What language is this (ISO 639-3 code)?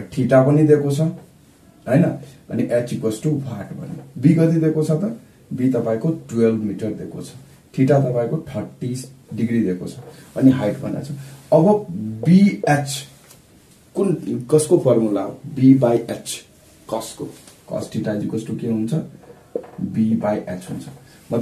nep